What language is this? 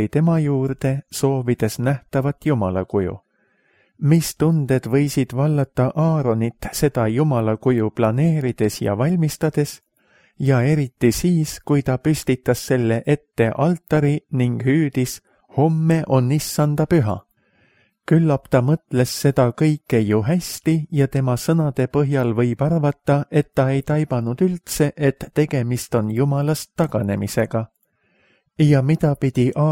Estonian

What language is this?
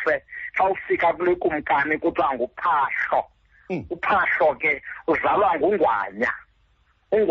Xhosa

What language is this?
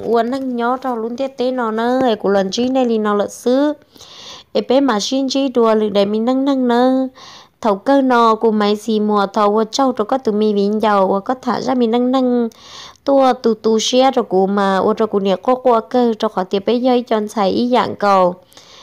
Vietnamese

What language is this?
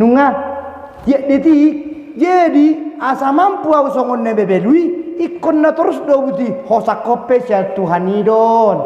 Batak Toba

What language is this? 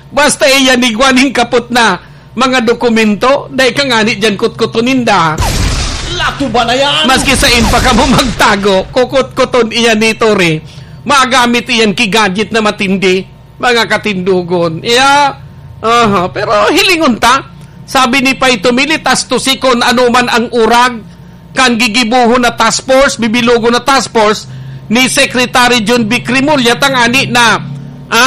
Bikol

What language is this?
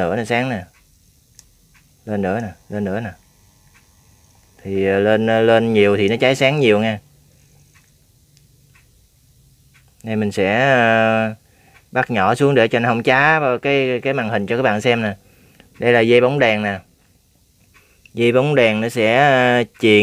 Vietnamese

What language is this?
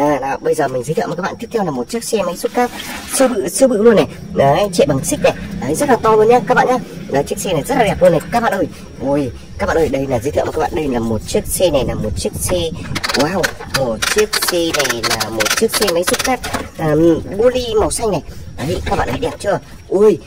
Vietnamese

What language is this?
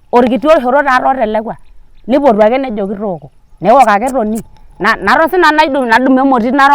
Masai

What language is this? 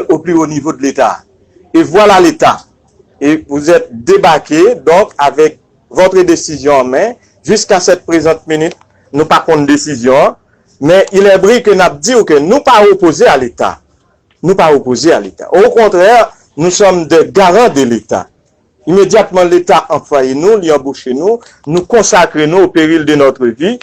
Haitian Creole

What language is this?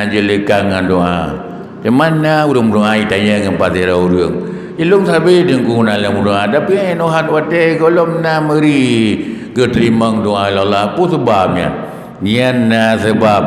Achinese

